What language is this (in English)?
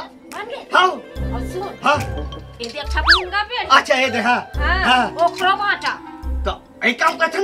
Chhattisgarhi